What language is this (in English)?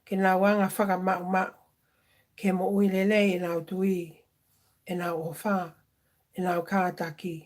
Tongan